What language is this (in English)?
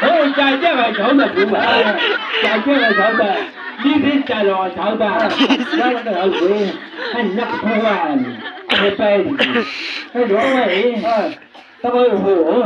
Chang Naga